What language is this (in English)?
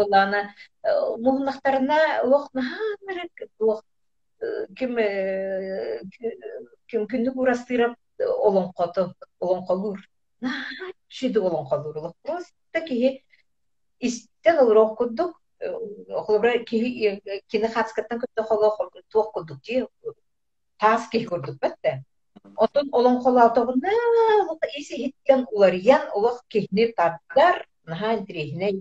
Yakut